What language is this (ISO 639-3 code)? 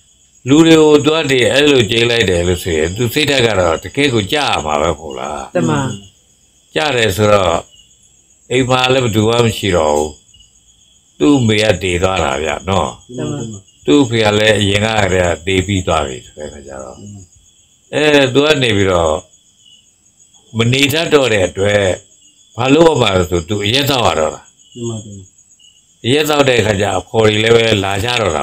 mya